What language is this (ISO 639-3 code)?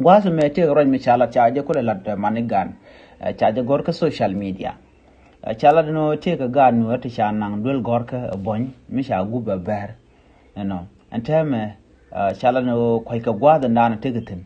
nus